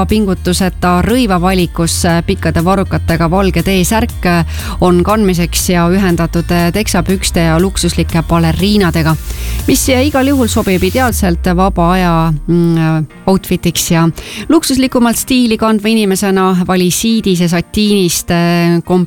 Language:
Estonian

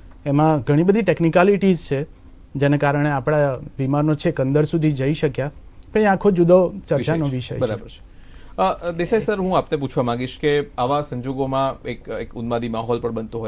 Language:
Gujarati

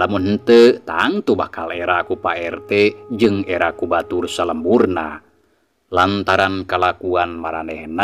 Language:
Sundanese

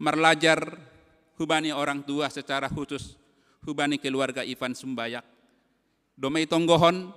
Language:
Batak Simalungun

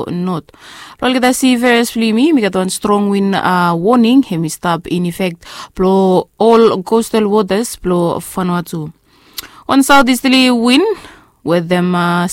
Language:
Bislama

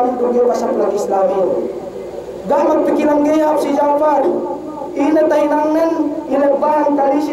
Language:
Yakan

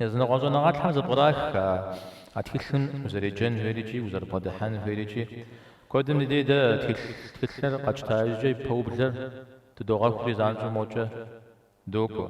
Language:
Kabardian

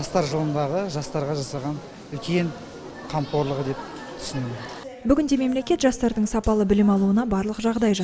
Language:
Kazakh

